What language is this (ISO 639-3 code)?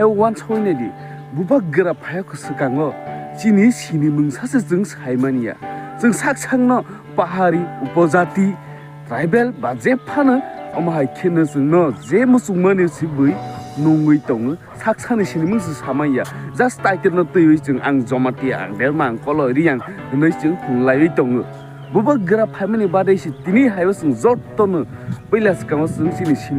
trp